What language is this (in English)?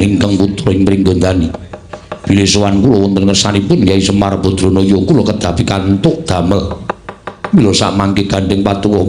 Javanese